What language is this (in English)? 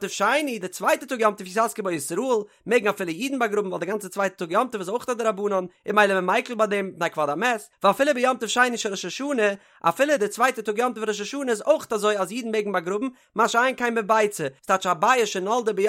Yiddish